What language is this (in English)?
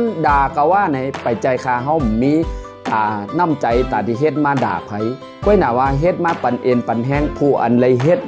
Shan